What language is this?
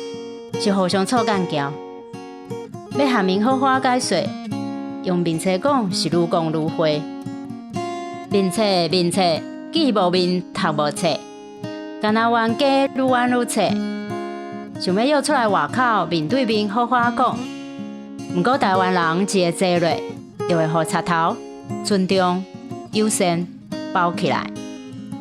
Min Nan Chinese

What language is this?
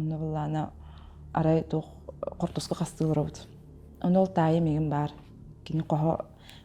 Yakut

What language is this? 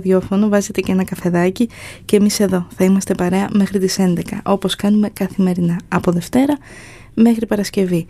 Greek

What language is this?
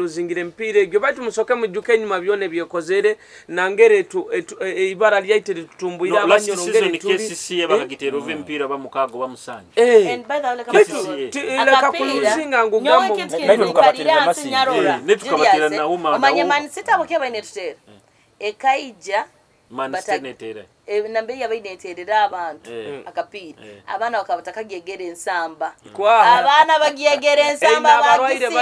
Nyoro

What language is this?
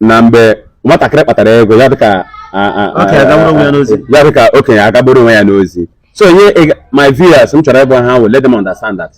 Igbo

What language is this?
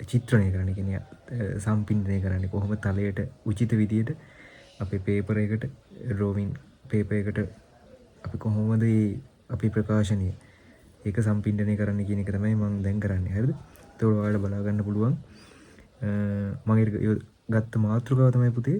Sinhala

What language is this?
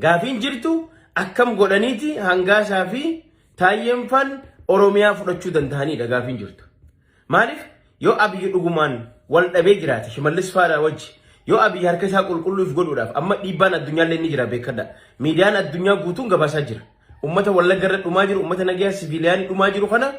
Oromo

